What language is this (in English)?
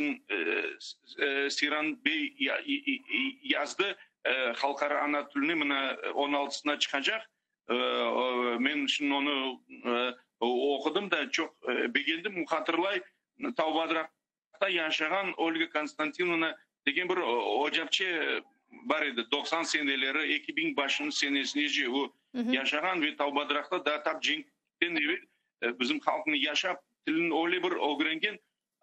Crimean Tatar